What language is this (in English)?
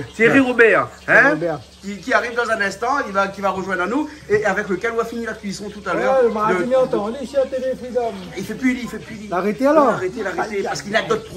Réunion Creole French